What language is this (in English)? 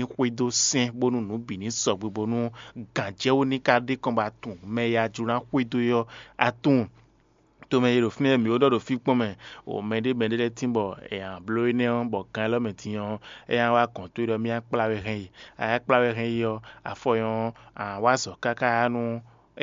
Fon